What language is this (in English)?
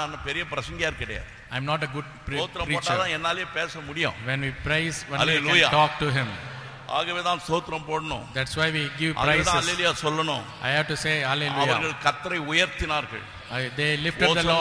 Tamil